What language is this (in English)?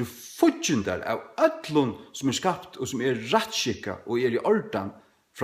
Faroese